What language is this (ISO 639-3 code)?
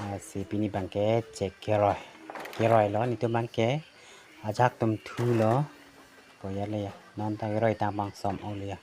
mjw